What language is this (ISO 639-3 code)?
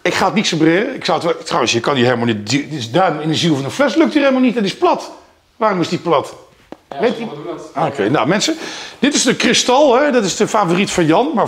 nld